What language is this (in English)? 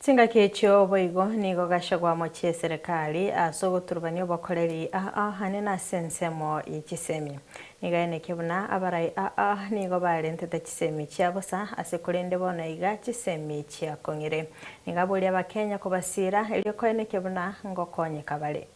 Gusii